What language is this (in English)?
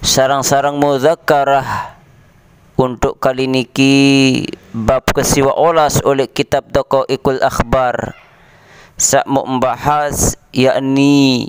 Sasak